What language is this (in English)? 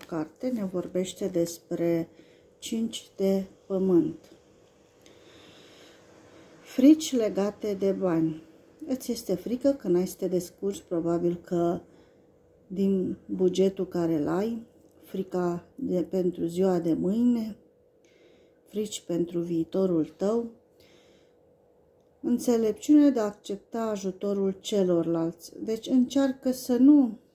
Romanian